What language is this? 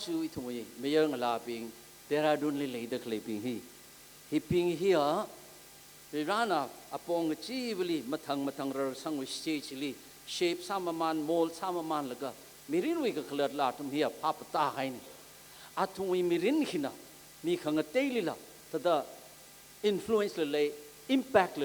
Tangkhul Naga (India)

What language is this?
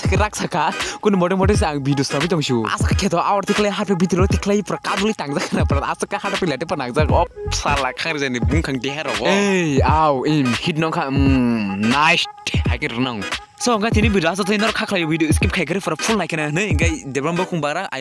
Kok Borok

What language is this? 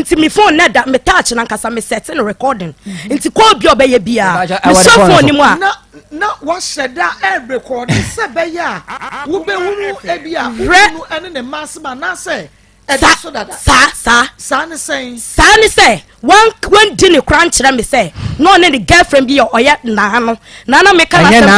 Akan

